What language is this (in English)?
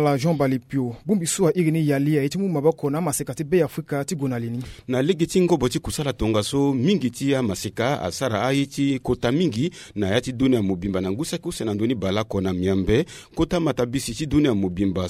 Sango